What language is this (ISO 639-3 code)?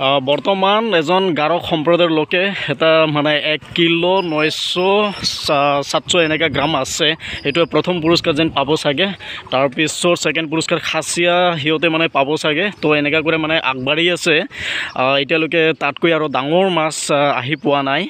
asm